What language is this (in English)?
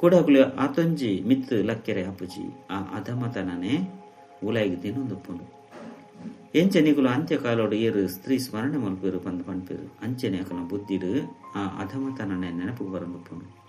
Tulu